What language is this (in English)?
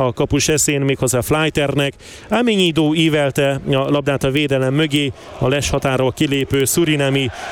Hungarian